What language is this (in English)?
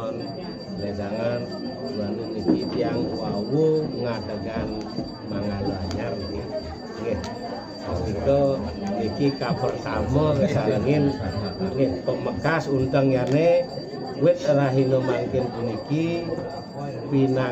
Balinese